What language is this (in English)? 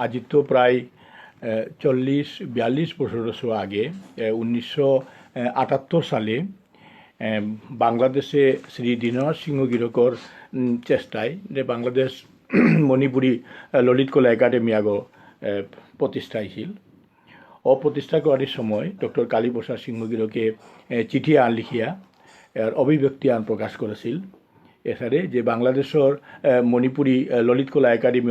Bishnupriya